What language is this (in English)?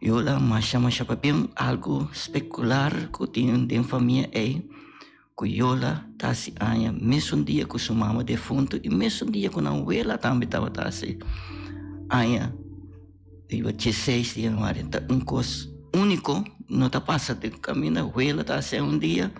Papiamento